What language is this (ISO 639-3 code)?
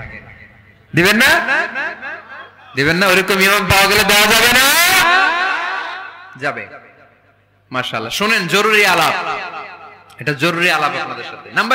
ben